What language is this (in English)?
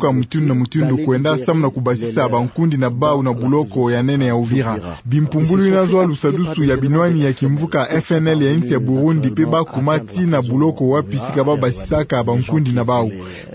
Kituba (Democratic Republic of Congo)